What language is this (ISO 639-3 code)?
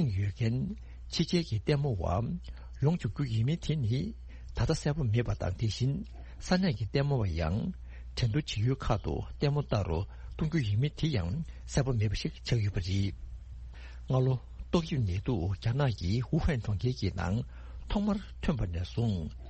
bod